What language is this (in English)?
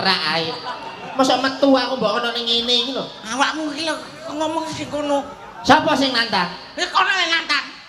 Javanese